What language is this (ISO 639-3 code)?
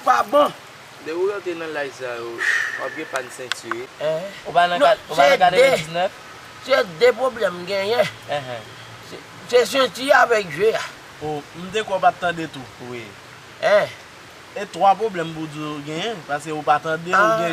hat